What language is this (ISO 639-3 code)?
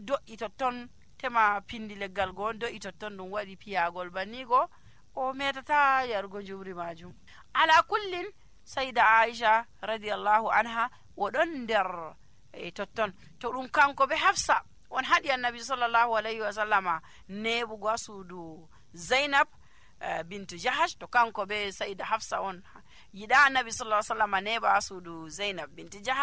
fuv